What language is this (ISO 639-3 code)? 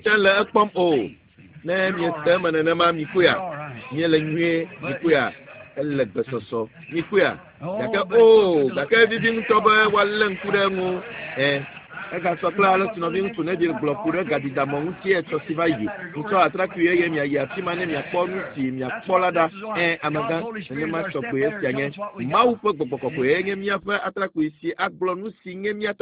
ewe